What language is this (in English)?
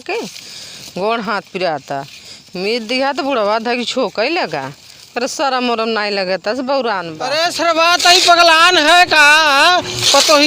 Awadhi